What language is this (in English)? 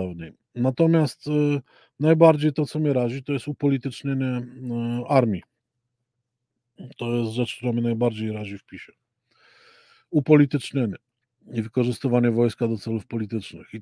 Polish